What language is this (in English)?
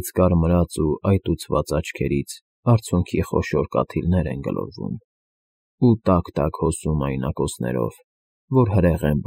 Armenian